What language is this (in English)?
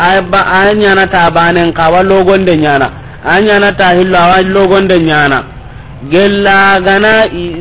Soninke